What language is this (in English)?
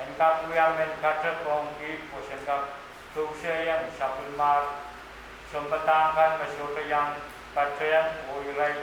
Pohnpeian